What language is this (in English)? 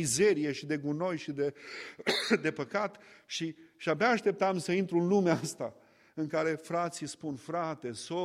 Romanian